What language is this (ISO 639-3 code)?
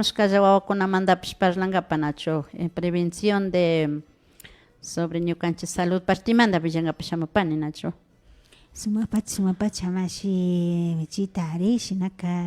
qvi